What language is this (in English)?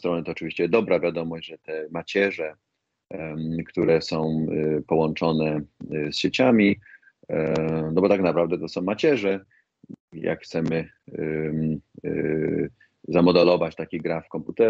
Polish